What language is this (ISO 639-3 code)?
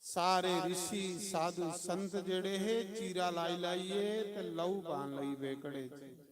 doi